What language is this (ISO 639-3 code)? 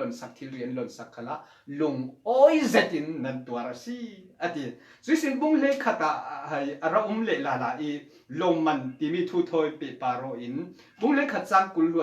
cfm